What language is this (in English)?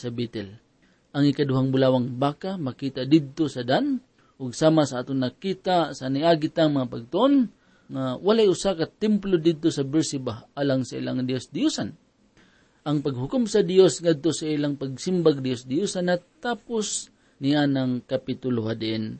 Cebuano